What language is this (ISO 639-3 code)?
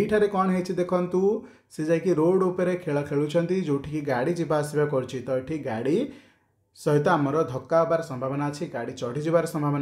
ori